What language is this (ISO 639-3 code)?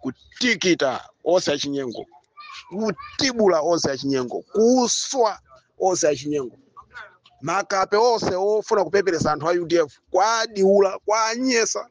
nya